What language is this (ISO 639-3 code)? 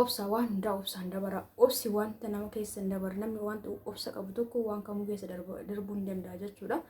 orm